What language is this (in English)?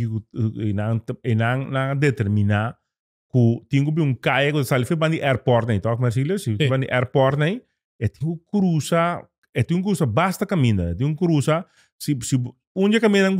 Papiamento